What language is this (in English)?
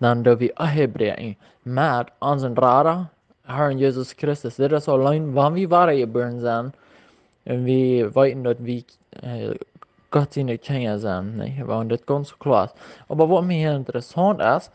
Plautdietsch